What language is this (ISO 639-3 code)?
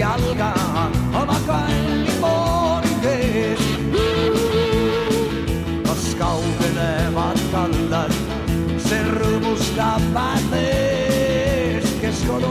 est